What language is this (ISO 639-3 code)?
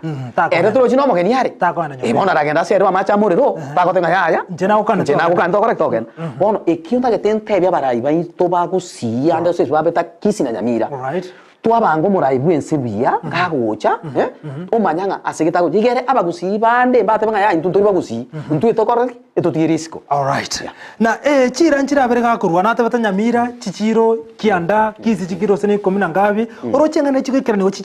guz